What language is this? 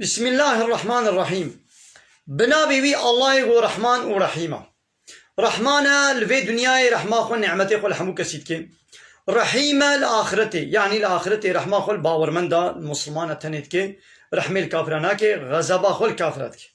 Kurdish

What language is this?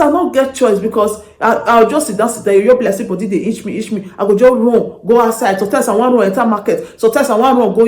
Nigerian Pidgin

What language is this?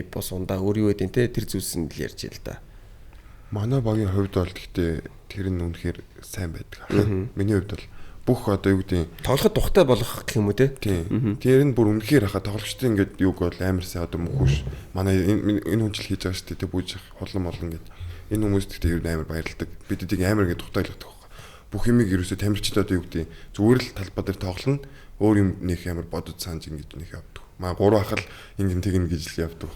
Mongolian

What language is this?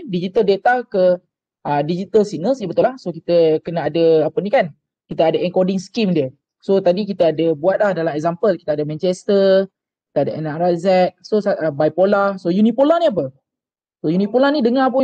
Malay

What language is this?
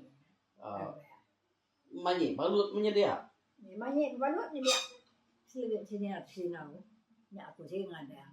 Iban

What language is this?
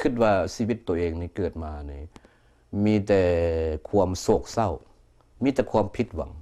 Lao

